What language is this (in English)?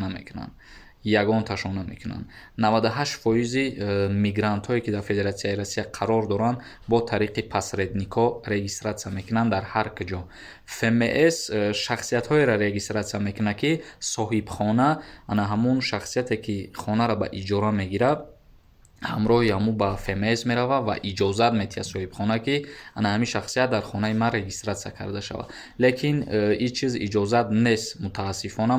Tajik